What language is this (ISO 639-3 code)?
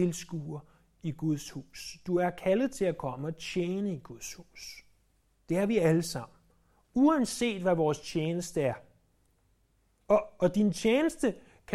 dan